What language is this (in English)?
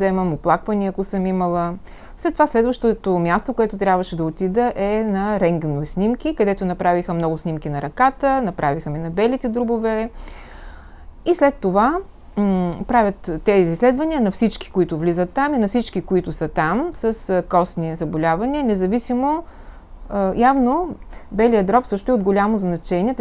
Bulgarian